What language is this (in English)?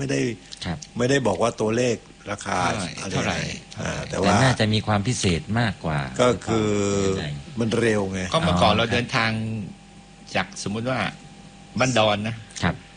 Thai